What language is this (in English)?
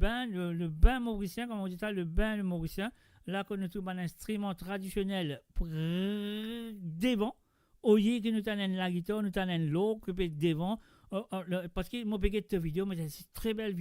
Morisyen